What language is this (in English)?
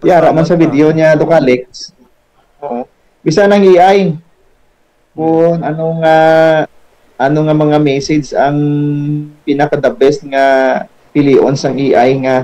Hiligaynon